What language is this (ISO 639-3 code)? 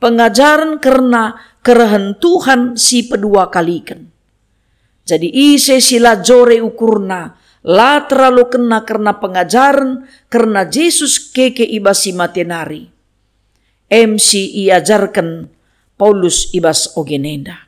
btx